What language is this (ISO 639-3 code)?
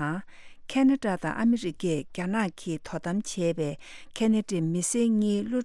bod